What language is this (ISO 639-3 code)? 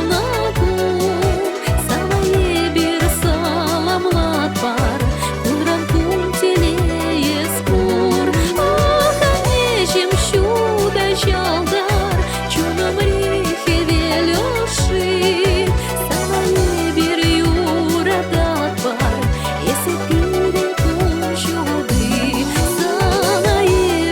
chv